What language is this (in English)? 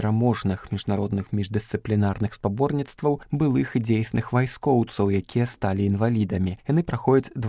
Belarusian